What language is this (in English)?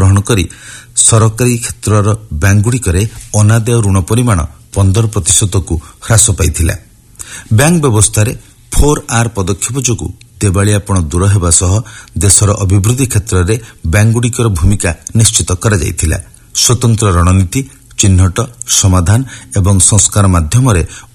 Odia